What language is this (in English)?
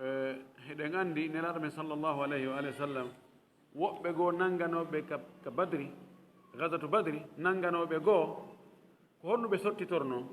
Fula